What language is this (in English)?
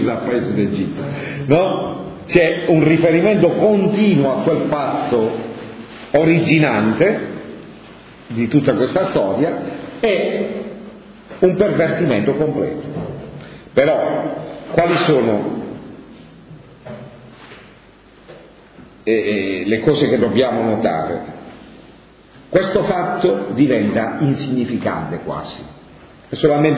Italian